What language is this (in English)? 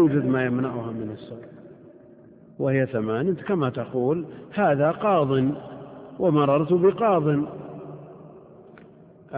Arabic